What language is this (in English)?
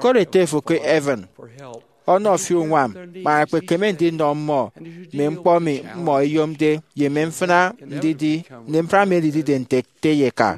Efik